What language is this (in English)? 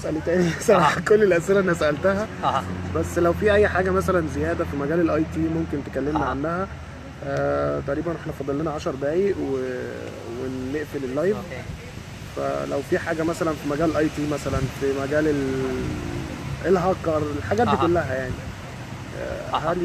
Egyptian Arabic